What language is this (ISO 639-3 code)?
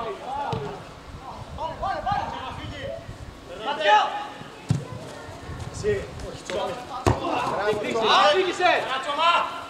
ell